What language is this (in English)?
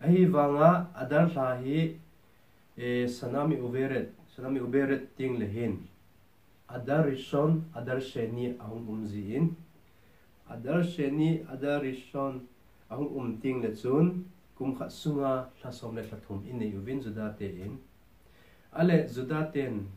Thado Chin